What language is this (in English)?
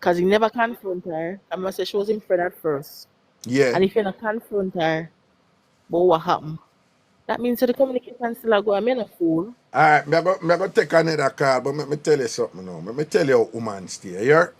Jamaican Creole English